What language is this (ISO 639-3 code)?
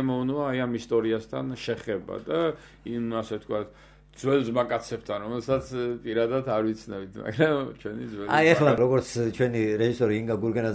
kat